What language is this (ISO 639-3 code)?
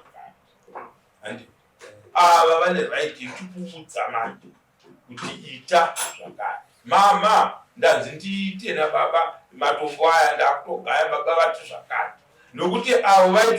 sna